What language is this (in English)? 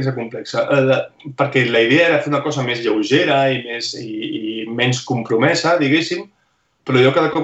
Catalan